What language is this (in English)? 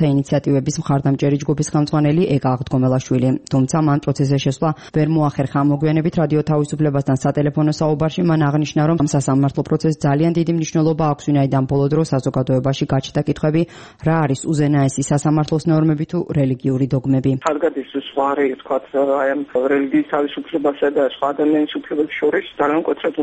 Georgian